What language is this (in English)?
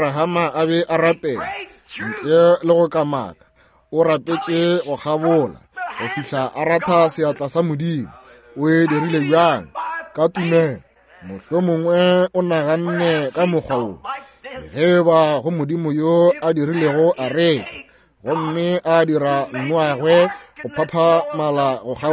Northern Sotho